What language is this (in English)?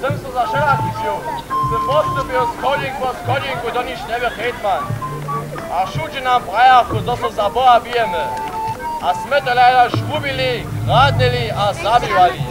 Upper Sorbian